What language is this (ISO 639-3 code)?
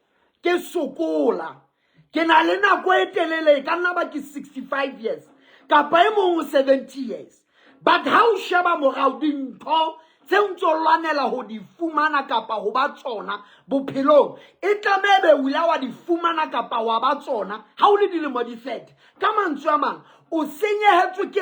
sot